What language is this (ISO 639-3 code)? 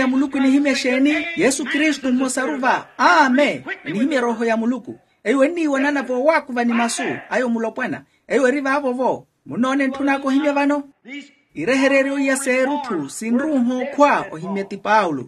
vmw